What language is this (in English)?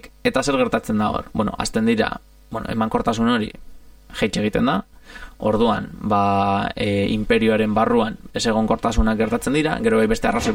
Basque